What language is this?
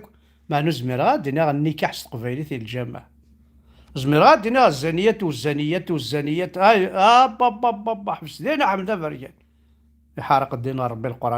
Kabyle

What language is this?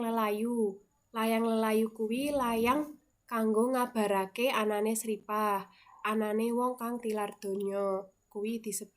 Javanese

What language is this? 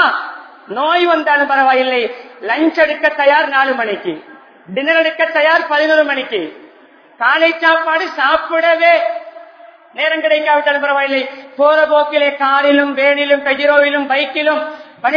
Tamil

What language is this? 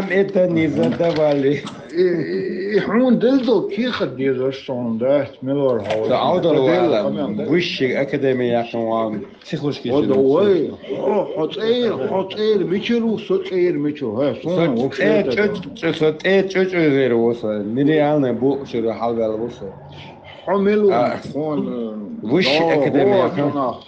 Chechen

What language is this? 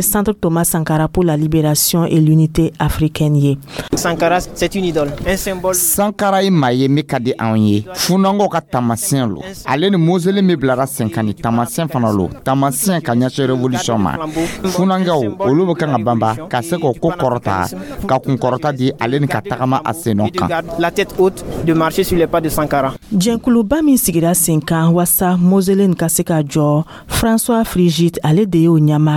Dyula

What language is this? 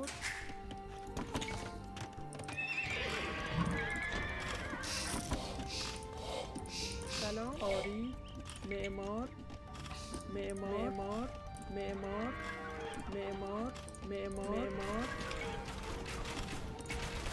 Persian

